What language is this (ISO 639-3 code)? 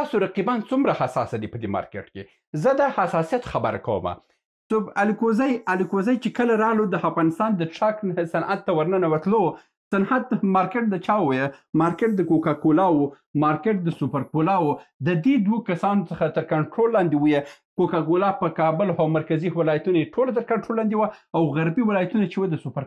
pus